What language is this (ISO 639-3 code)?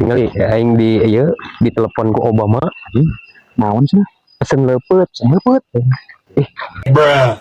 sun